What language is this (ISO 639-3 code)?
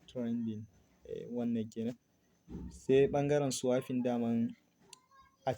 hau